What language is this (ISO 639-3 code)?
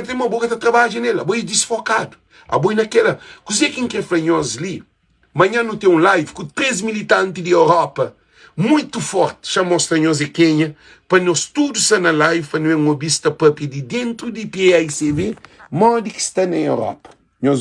kea